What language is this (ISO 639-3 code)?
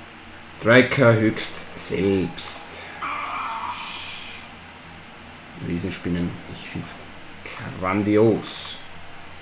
deu